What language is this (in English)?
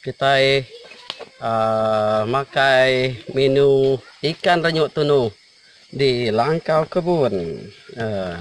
Iban